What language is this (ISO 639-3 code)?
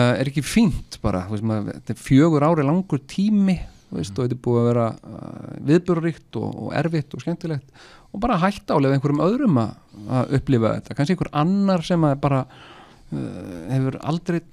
isl